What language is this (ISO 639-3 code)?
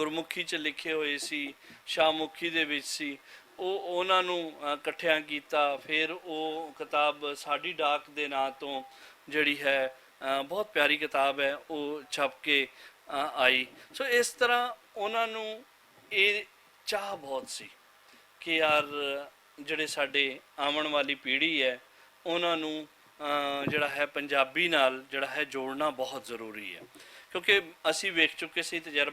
lah